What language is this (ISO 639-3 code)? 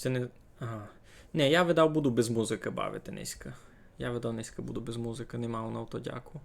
rue